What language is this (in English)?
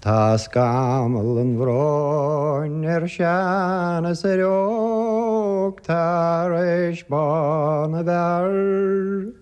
Irish